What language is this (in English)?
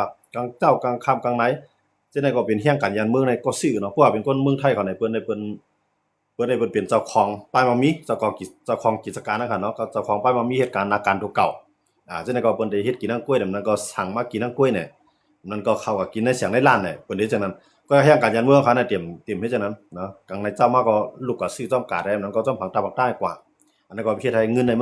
Shan